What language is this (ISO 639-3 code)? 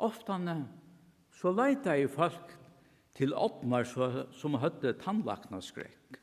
fao